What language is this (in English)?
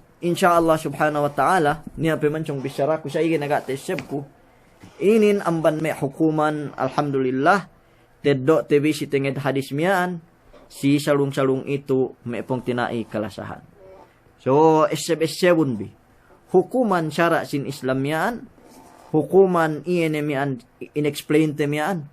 Yakan